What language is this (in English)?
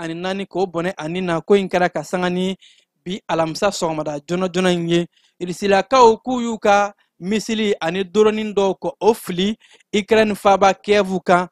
Bambara